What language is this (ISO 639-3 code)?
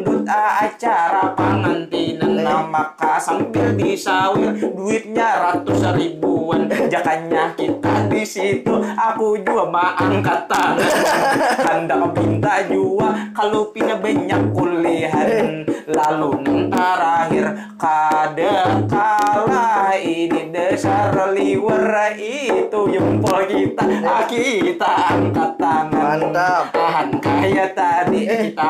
bjn